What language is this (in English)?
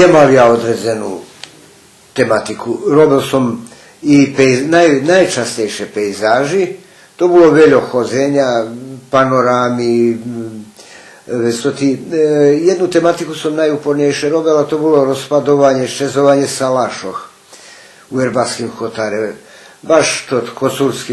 Rusyn